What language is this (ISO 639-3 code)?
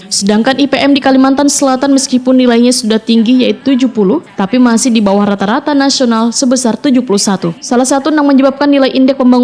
bjn